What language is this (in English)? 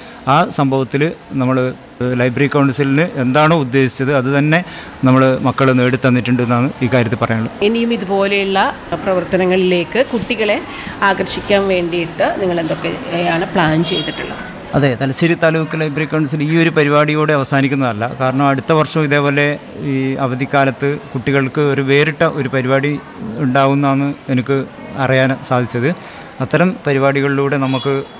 Malayalam